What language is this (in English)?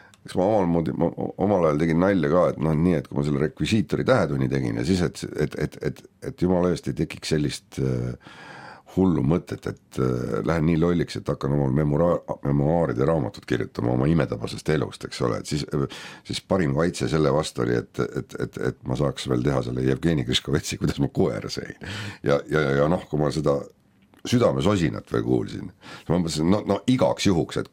Estonian